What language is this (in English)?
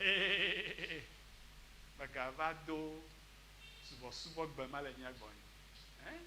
Ewe